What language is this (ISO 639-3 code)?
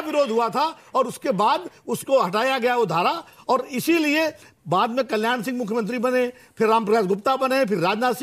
hin